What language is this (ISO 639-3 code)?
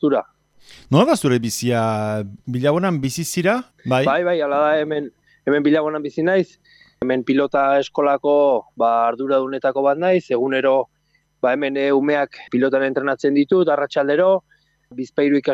eus